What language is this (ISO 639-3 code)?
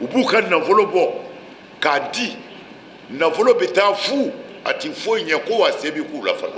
bam